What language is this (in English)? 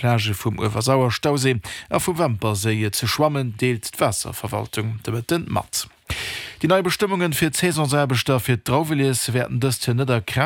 Luxembourgish